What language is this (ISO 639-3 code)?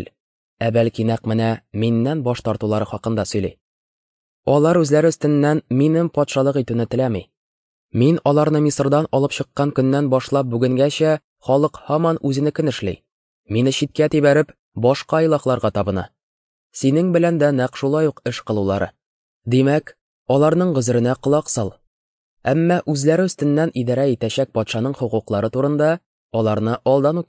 tat